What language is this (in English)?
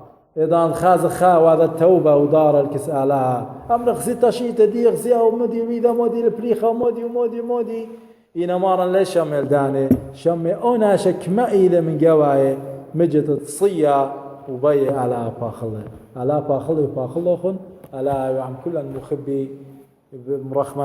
Assyrian Neo-Aramaic